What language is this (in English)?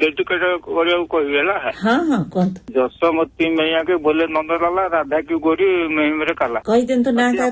Odia